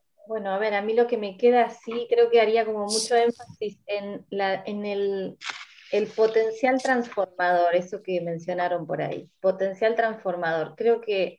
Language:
Spanish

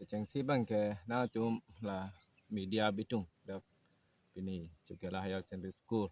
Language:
Karbi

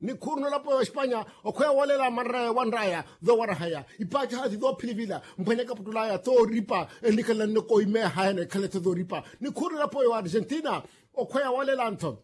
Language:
Makhuwa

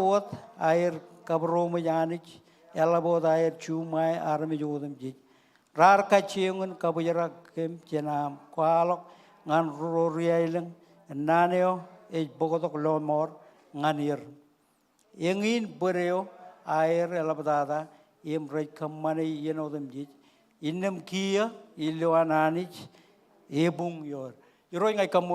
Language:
Marshallese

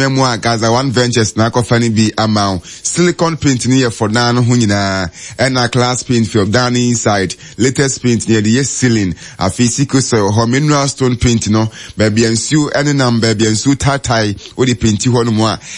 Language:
Akan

